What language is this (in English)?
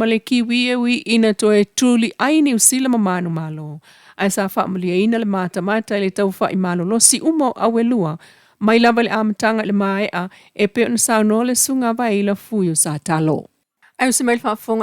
Samoan